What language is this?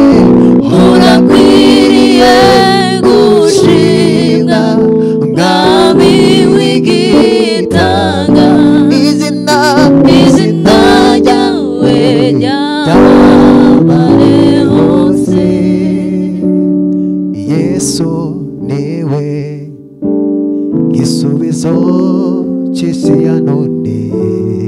Kinyarwanda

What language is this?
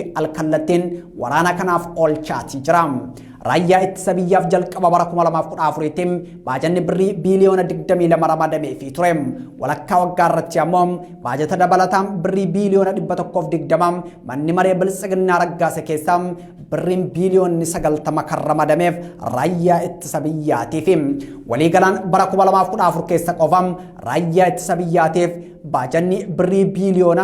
Oromo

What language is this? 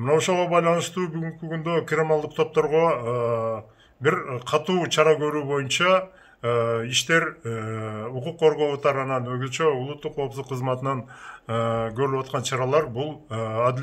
Kyrgyz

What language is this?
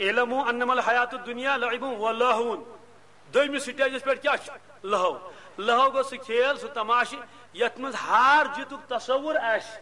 Kashmiri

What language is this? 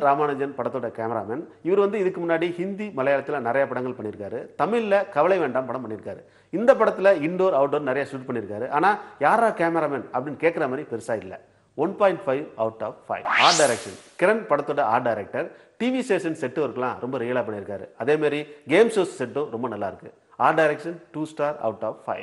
Tamil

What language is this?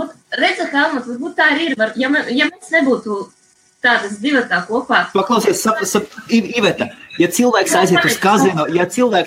Latvian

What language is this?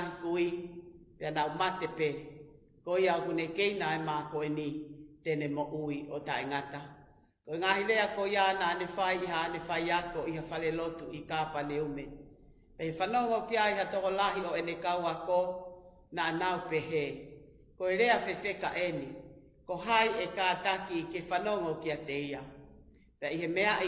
Tongan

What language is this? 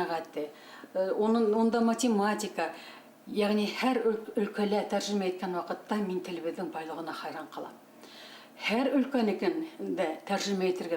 Bashkir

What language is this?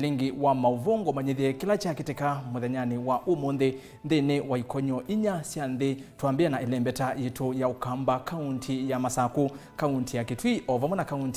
Kamba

